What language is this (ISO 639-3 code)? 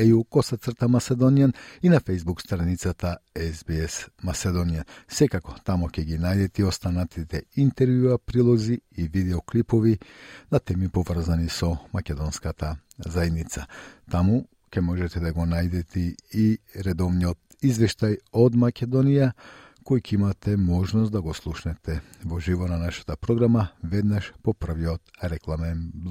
mkd